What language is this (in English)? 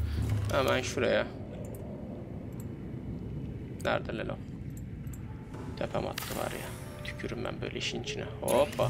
Turkish